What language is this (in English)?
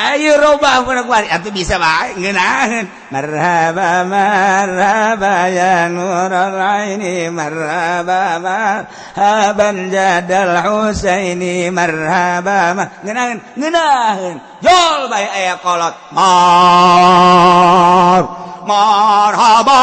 Sundanese